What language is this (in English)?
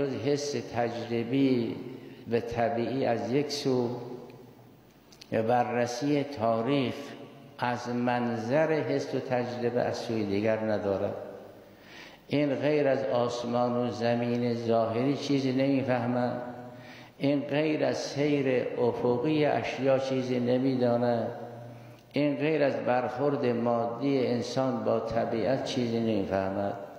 Persian